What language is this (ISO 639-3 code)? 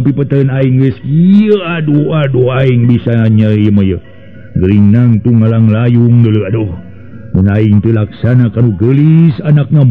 sun